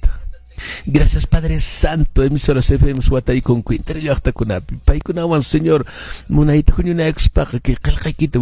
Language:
Quechua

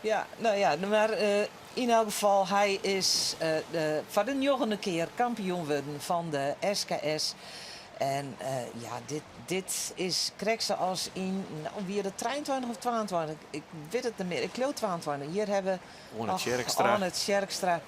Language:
Western Frisian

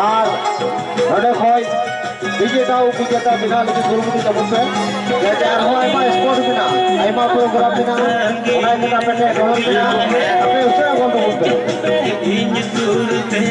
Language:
Santali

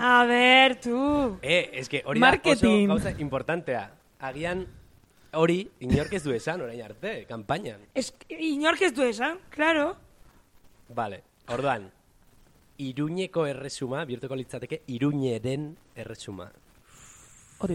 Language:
Basque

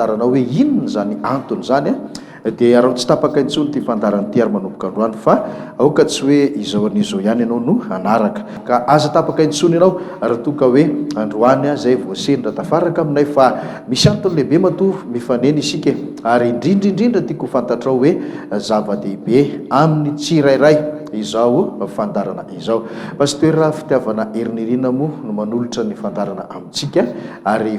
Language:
Malagasy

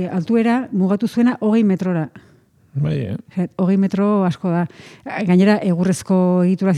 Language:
Basque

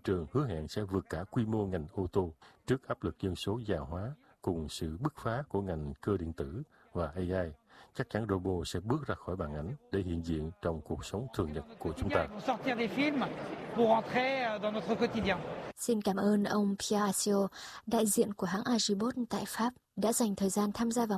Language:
Vietnamese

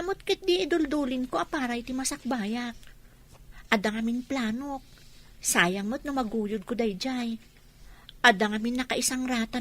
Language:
Iloko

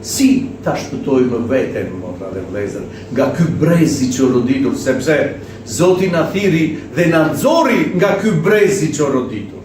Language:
Albanian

